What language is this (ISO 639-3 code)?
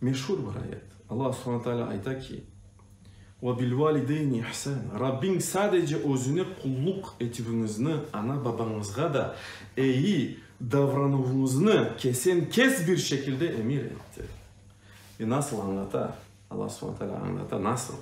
crh